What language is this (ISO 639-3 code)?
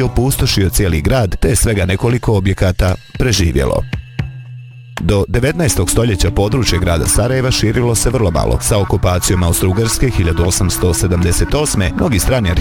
bos